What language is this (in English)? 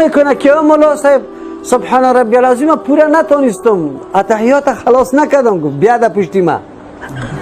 Persian